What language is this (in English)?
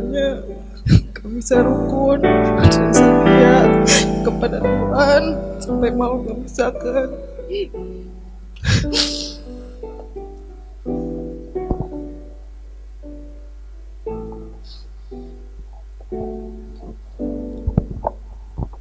Indonesian